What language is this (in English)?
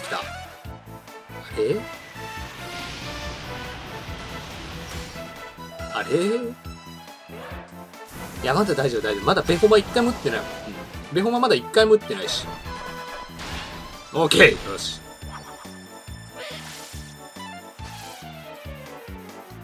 Japanese